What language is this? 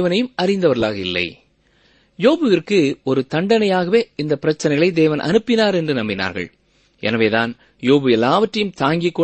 Tamil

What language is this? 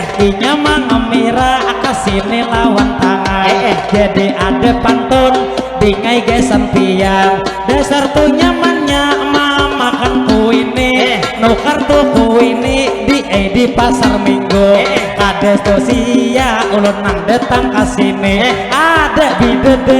Banjar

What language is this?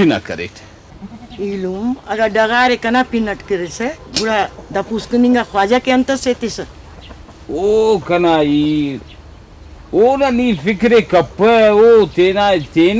Brahui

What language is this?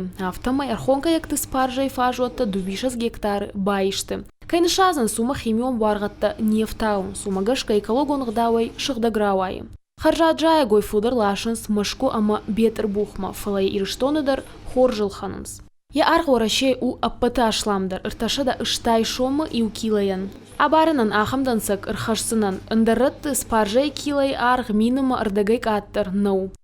Ossetic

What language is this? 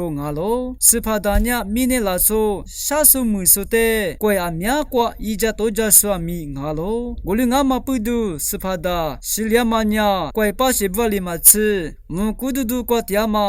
Lisu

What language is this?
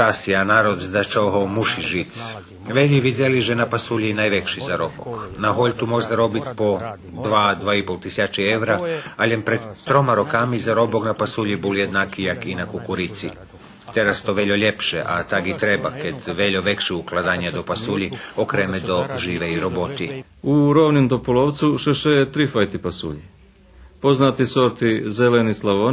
Rusyn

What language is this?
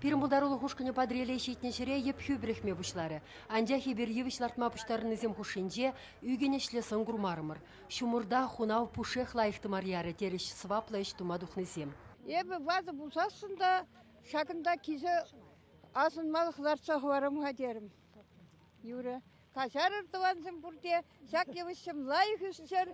Chuvash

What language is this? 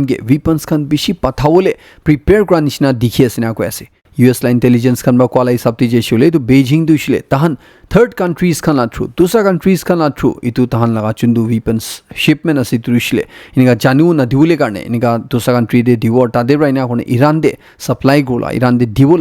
Naga Pidgin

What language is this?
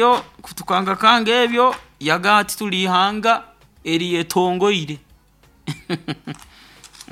Nyoro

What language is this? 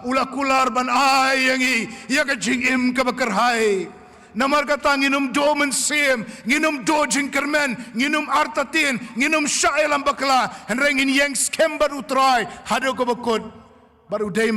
Khasi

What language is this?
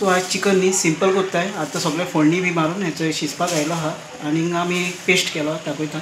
Konkani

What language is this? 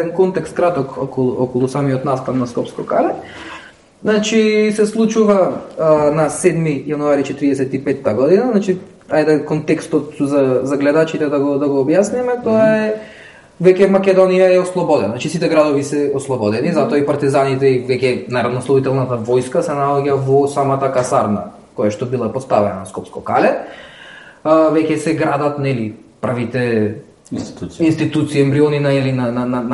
Macedonian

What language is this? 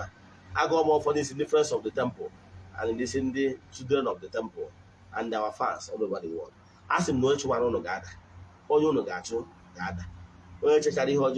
Igbo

